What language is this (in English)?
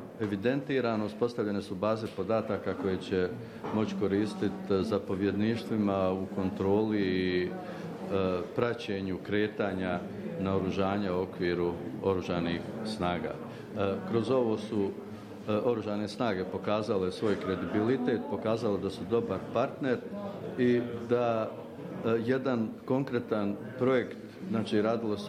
Bosnian